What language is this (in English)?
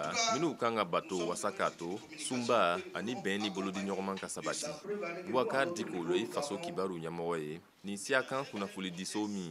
Bambara